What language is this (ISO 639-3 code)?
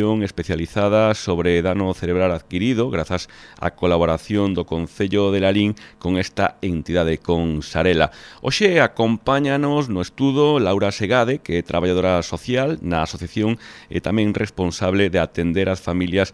glg